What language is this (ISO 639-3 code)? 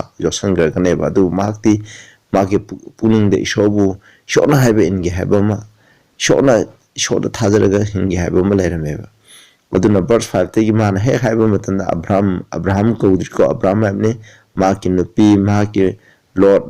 mni